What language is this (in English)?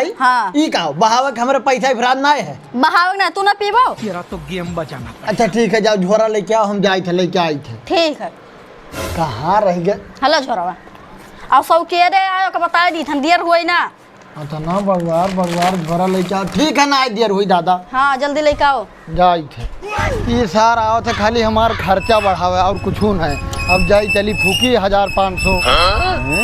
Awadhi